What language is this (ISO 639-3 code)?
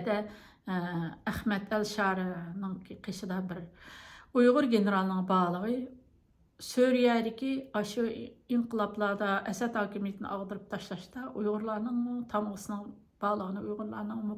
uig